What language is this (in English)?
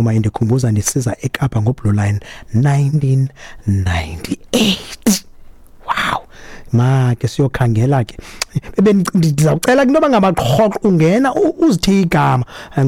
Xhosa